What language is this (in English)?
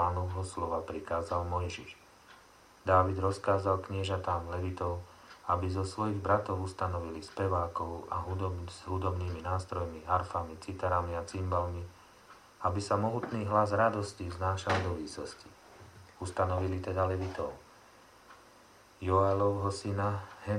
Slovak